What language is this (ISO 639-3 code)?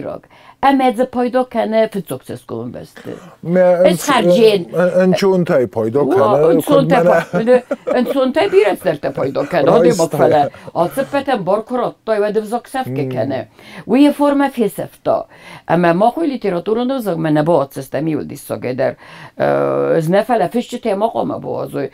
oss